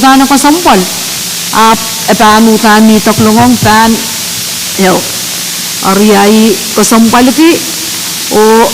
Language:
Pohnpeian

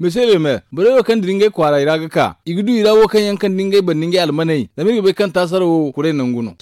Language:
Zarma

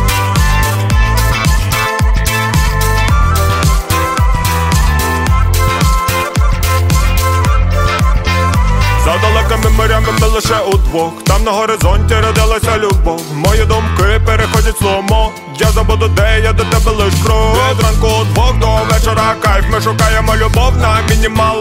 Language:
Ukrainian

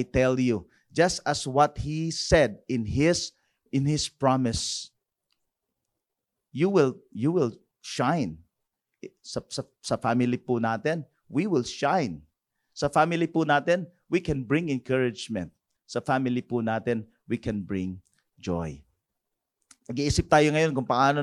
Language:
Filipino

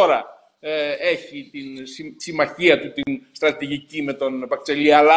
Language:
Greek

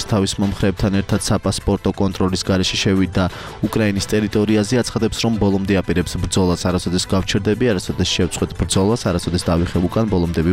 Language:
Georgian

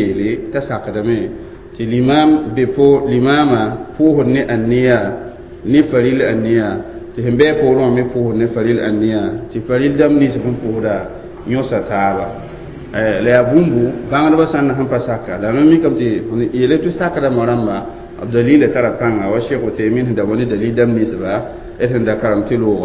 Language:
Mossi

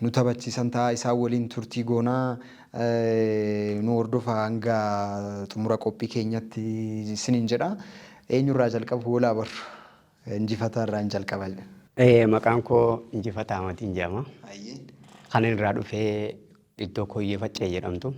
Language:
Oromo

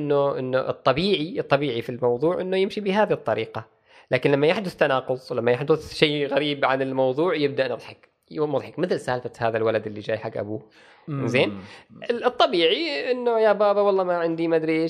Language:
Gulf Arabic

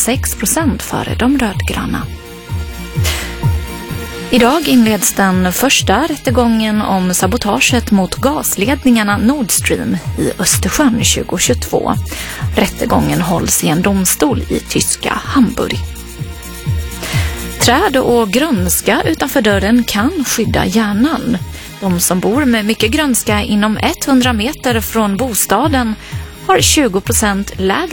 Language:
Swedish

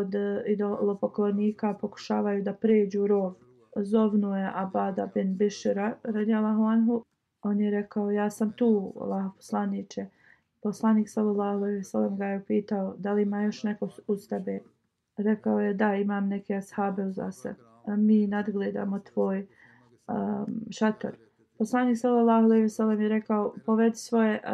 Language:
Bosnian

